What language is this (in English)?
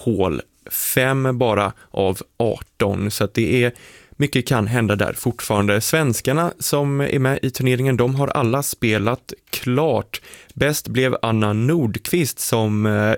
Swedish